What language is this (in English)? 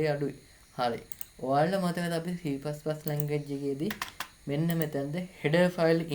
Sinhala